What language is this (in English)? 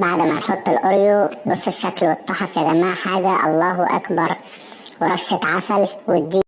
Egyptian Arabic